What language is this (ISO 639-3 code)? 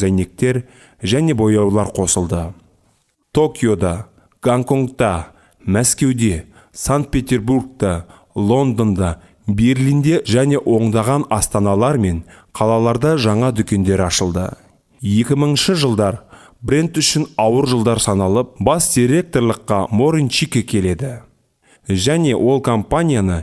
kaz